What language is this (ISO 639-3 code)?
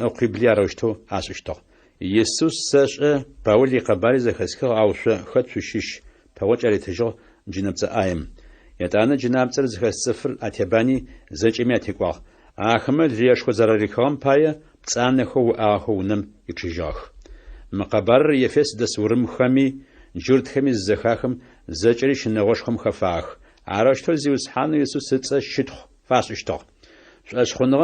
ady